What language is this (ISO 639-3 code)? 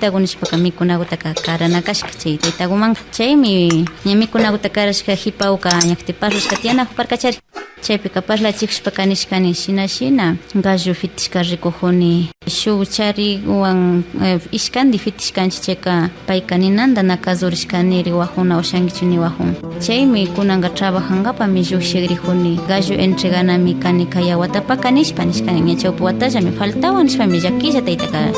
qvi